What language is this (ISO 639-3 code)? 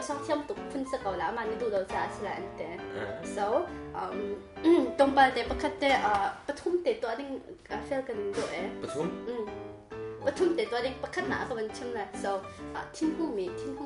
cnh